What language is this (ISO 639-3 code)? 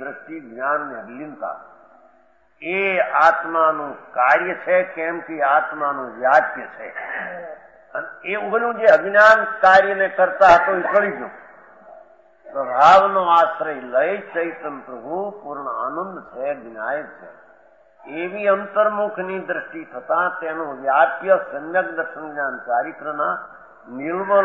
guj